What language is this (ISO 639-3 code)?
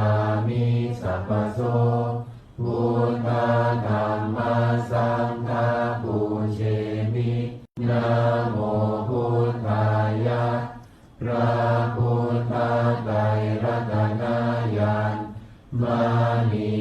pli